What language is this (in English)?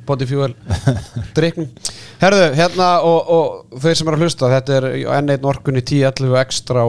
Icelandic